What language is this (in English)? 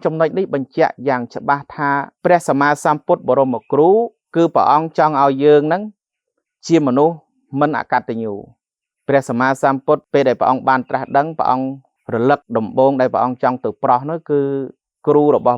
Khmer